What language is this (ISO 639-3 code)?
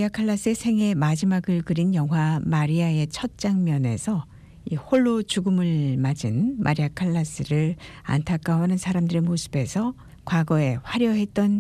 kor